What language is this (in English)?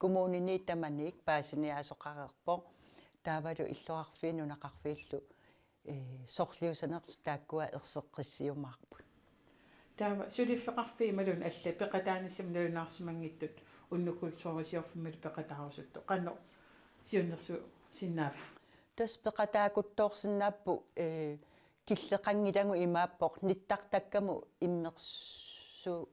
Kalaallisut